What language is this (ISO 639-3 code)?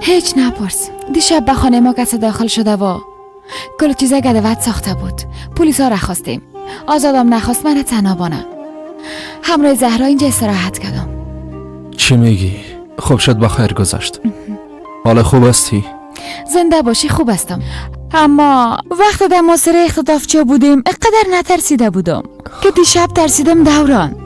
fas